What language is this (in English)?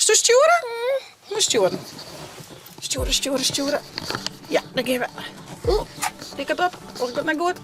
Western Frisian